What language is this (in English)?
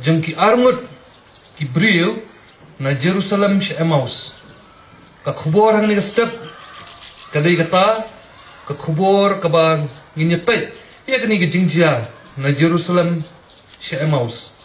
Khasi